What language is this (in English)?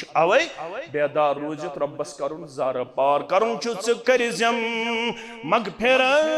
Kashmiri